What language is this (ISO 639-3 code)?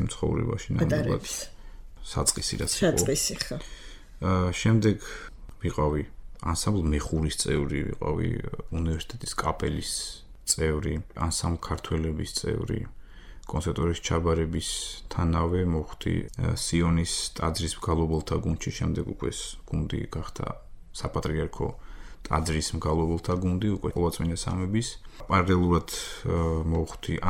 kat